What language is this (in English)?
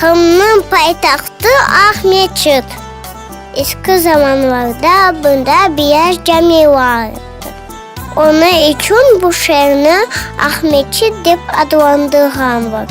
Crimean Tatar